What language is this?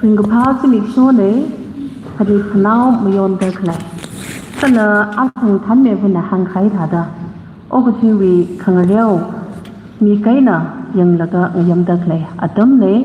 Tangkhul Naga (India)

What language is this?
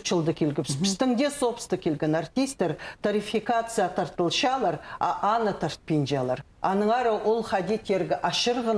Khakas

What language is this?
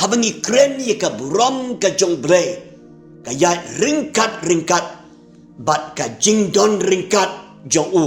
Khasi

